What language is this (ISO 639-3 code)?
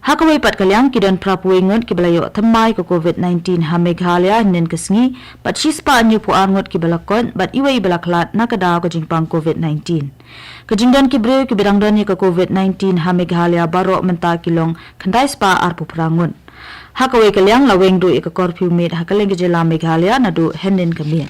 kha